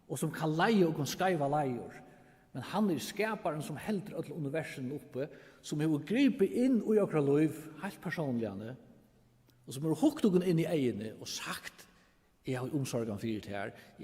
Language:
Faroese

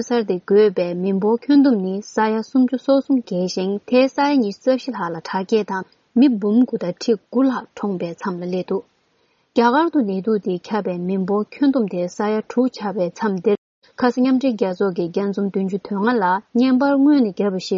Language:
Tibetan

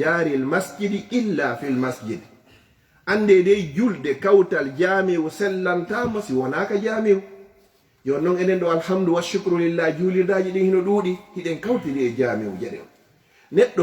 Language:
Fula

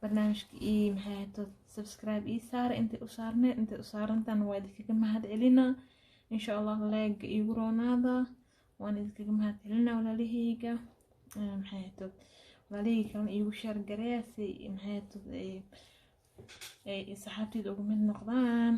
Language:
Somali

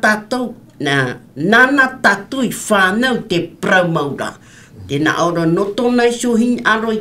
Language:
Tahitian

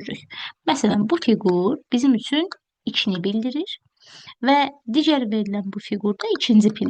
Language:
Azerbaijani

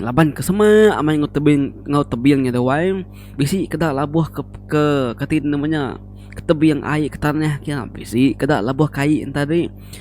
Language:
Iban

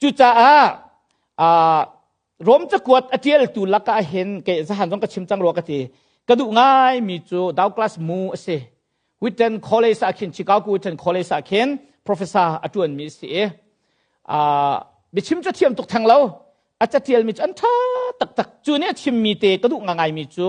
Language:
Hakha Chin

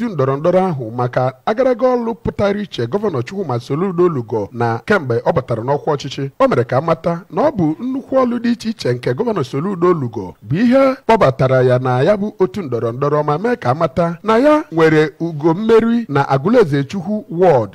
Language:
Igbo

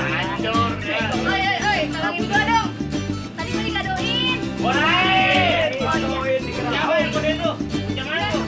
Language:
Betawi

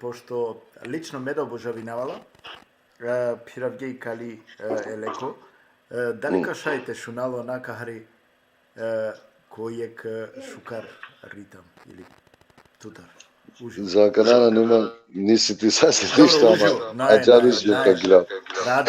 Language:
Balkan Romani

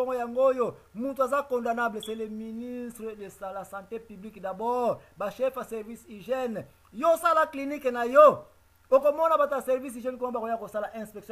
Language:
Lingala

